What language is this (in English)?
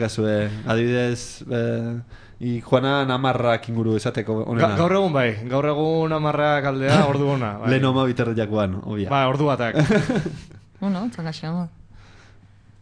Basque